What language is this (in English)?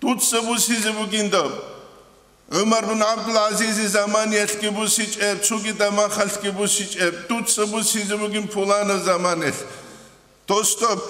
Avaric